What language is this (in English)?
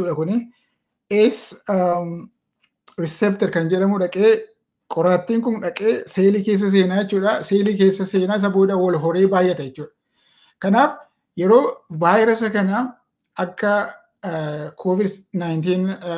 Oromo